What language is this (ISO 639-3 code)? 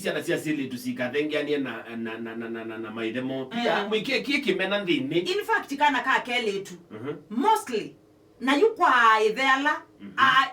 kam